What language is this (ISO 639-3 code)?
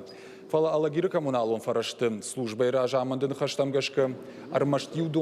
oss